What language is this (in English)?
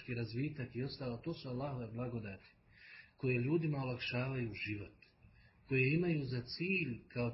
Bosnian